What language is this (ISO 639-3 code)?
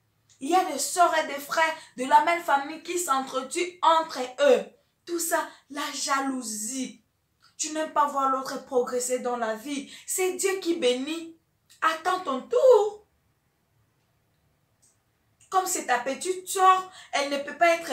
fra